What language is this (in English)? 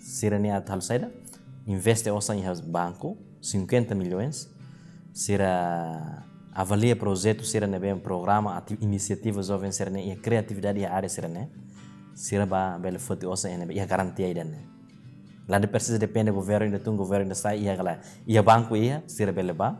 Tetum